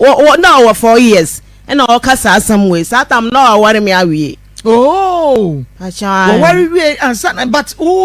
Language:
Akan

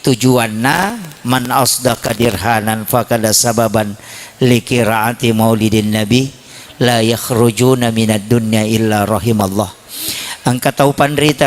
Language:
Buginese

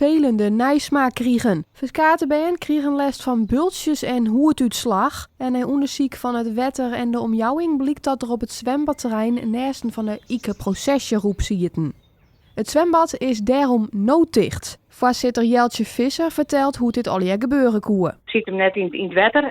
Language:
Western Frisian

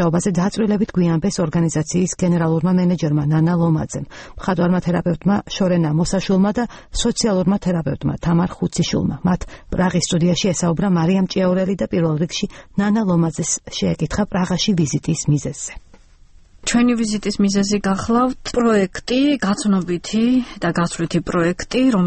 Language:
Georgian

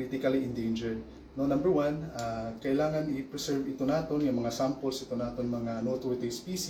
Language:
Waray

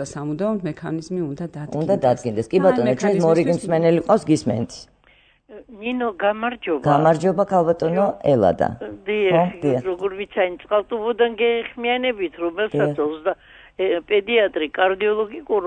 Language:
Georgian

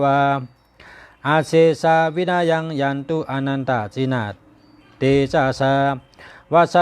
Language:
Shan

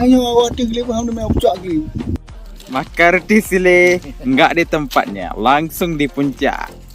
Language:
Achinese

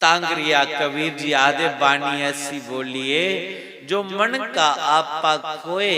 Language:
Dogri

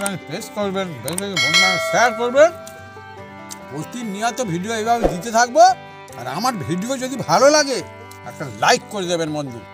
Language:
Bangla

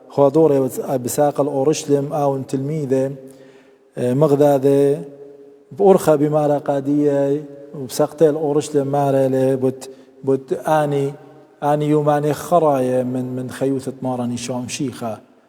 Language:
Assyrian Neo-Aramaic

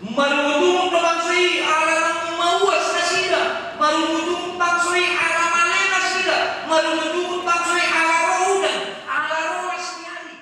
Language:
Batak Toba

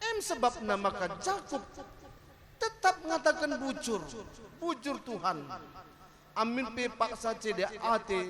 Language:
Batak Karo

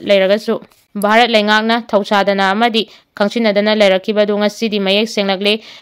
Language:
Manipuri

